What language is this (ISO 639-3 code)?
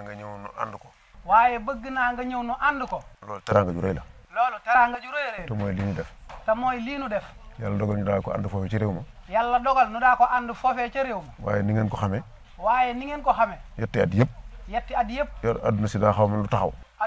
wol